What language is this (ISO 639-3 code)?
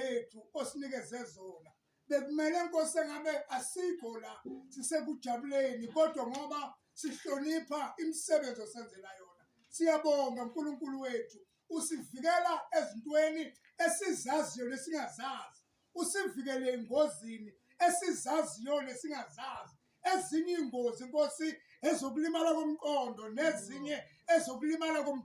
zul